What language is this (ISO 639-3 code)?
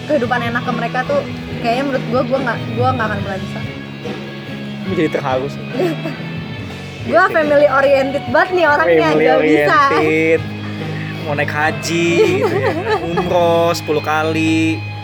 ind